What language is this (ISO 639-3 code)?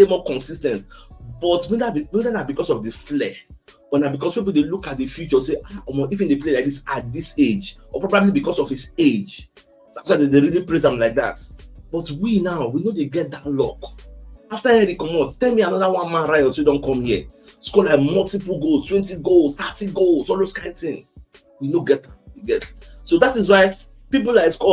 pcm